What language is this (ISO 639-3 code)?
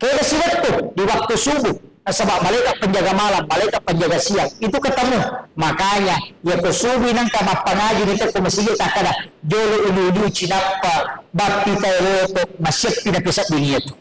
bug